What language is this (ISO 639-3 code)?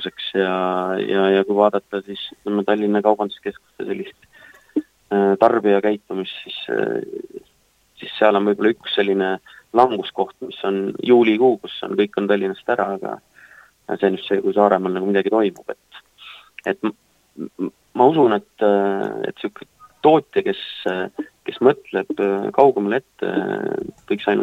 est